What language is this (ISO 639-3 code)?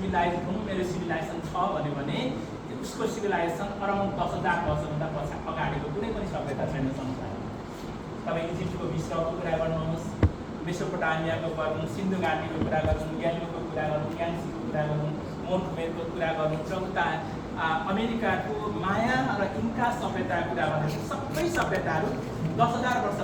nep